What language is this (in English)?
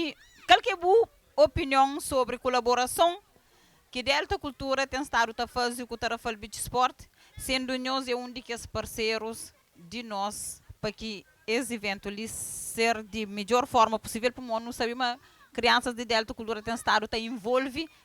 Kabuverdianu